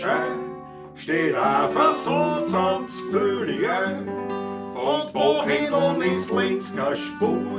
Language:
Bavarian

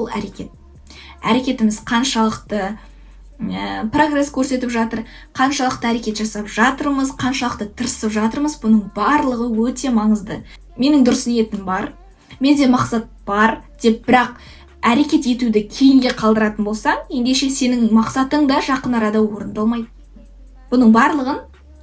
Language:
Kazakh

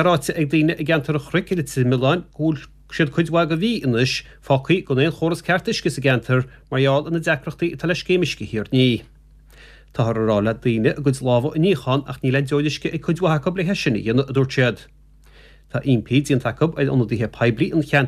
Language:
Irish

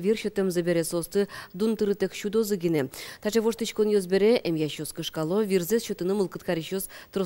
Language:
Udmurt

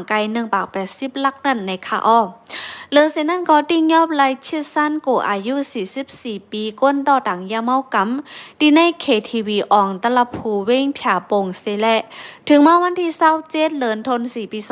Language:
Shan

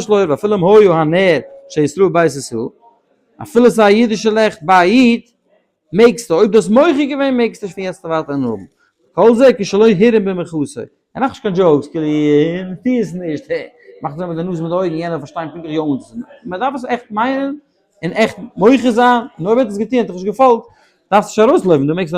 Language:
Yiddish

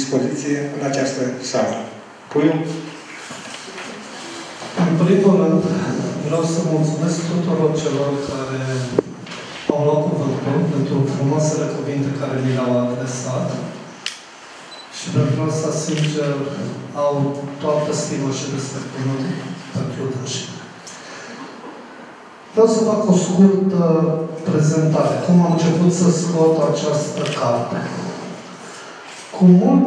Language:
Romanian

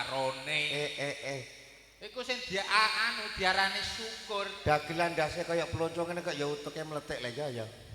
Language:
Javanese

